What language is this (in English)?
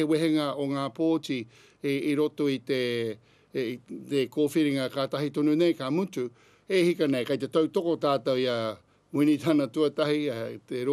Māori